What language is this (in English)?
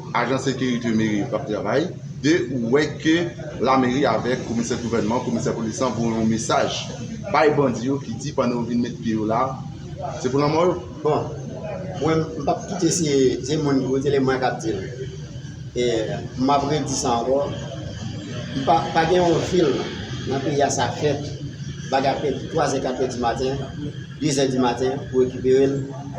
Haitian Creole